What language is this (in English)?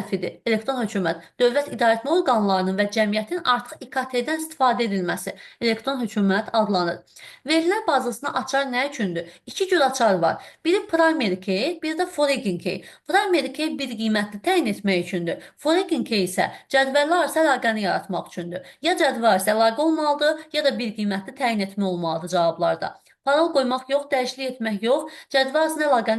Azerbaijani